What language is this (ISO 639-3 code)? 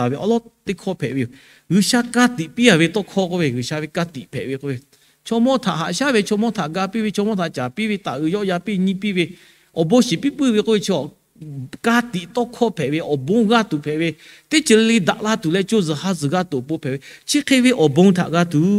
lhu